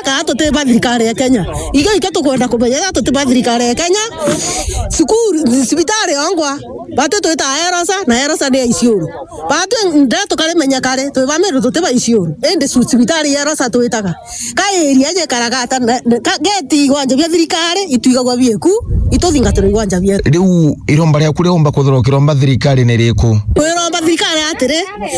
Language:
Meru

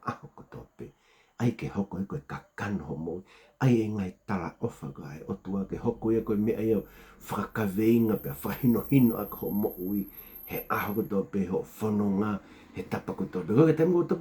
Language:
Tongan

